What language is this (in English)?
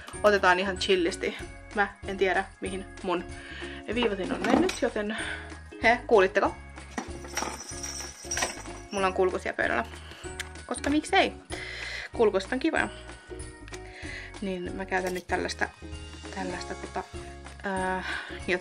Finnish